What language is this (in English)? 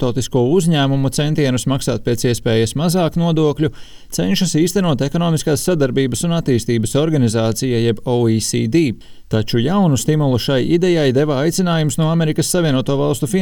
Latvian